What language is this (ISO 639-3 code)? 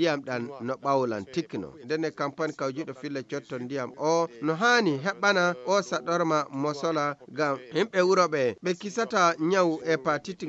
ful